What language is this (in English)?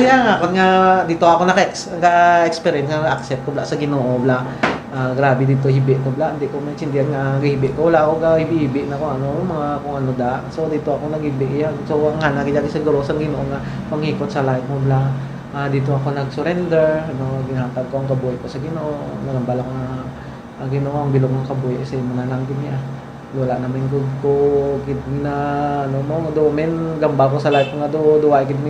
Hiligaynon